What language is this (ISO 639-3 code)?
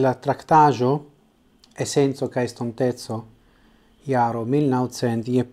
epo